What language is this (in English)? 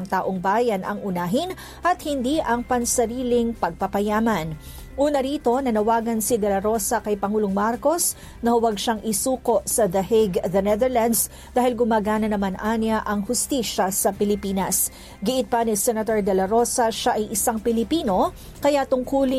Filipino